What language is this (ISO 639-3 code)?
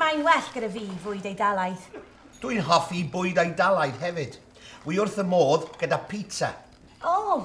cym